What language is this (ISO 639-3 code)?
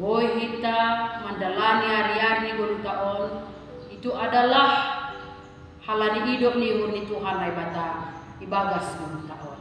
bts